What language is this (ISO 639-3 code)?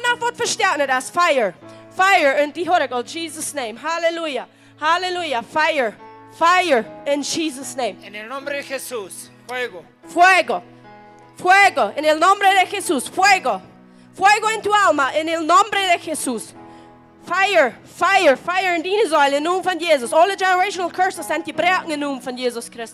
pdt